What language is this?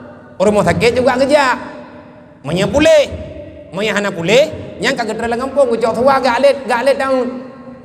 Achinese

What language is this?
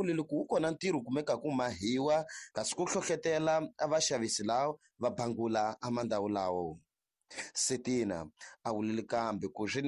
Tsonga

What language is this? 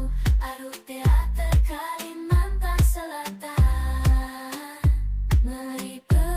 Banjar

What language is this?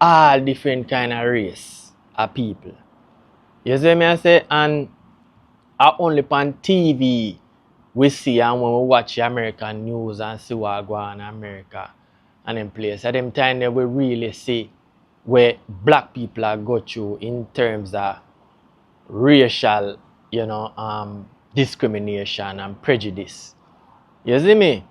Jamaican Creole English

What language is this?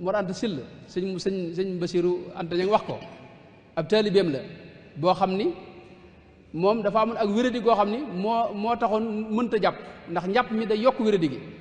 Wolof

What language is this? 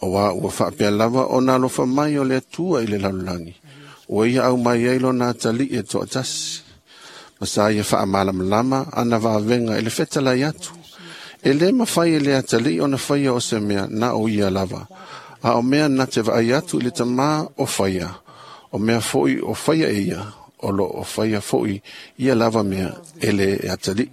Samoan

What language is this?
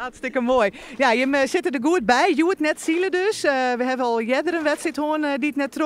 Western Frisian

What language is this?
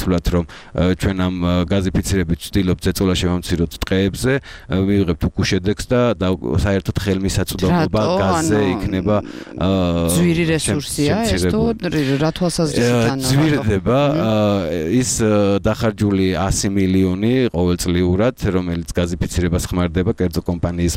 Georgian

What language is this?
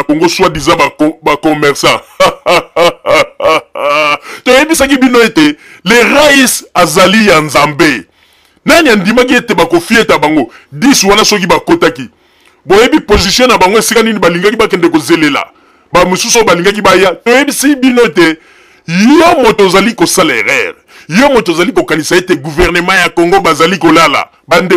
Lingala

